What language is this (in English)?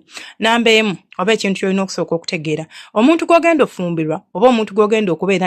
Ganda